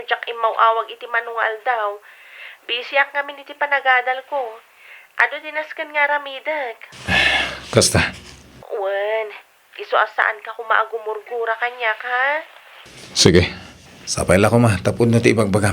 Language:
Iloko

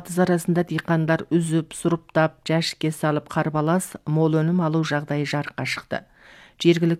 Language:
Kazakh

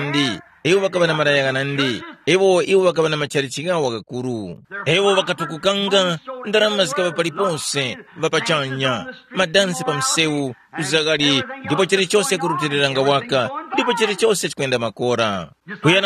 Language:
Tumbuka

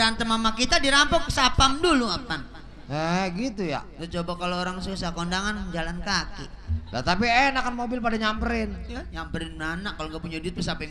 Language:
Betawi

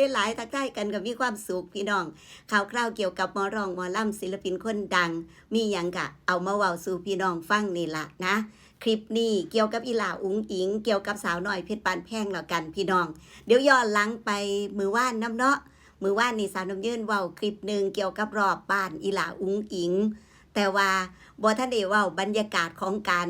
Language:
Northeastern Thai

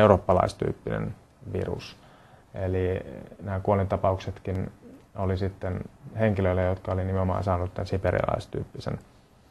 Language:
Finnish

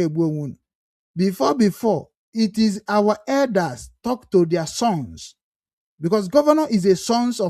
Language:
Igbo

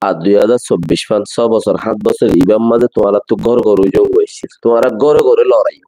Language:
Rohingya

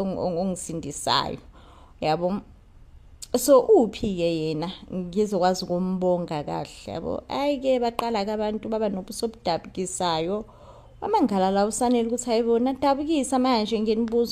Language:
Zulu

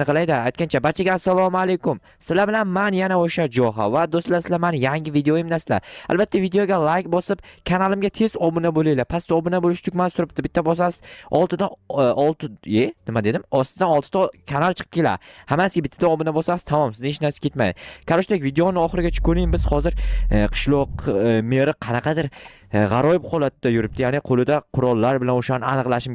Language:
Uzbek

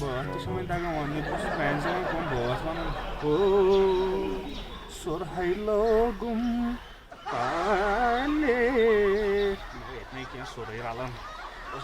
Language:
Kashmiri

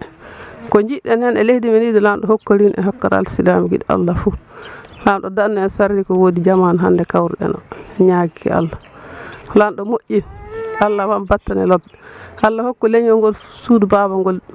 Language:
Fula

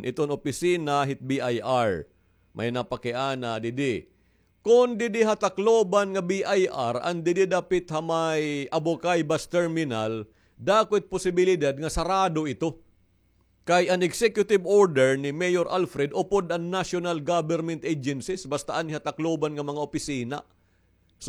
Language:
Waray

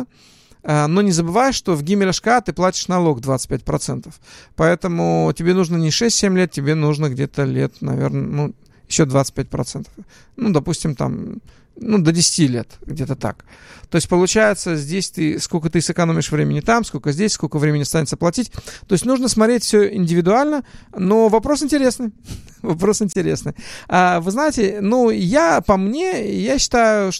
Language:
Russian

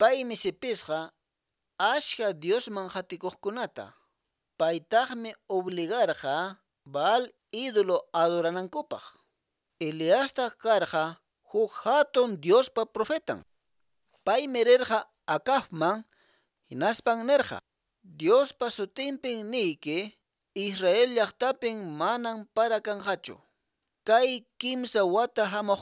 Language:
Quechua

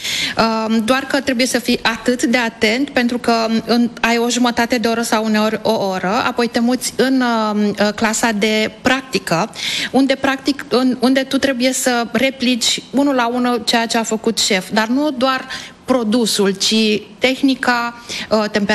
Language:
Romanian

